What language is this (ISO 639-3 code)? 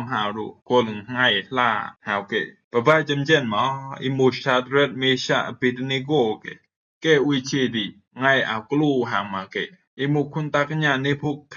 rbb